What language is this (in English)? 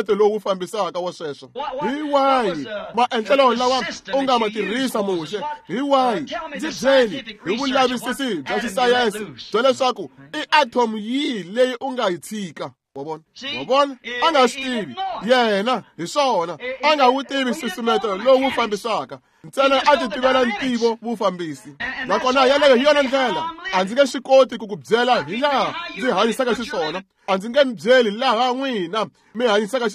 Tsonga